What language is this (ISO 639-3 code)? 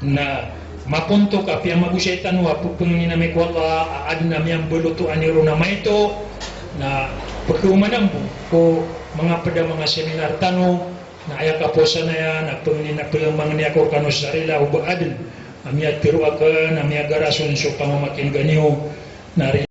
mrw